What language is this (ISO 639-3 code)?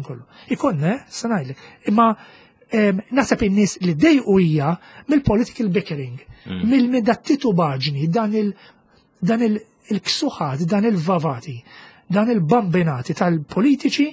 mlt